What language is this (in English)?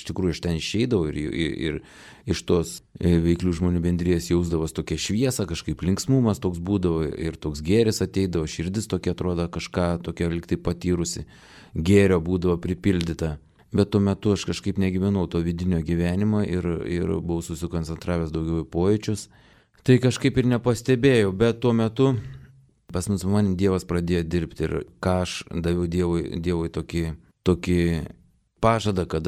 Lithuanian